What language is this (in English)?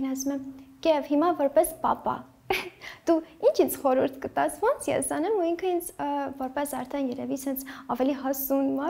Armenian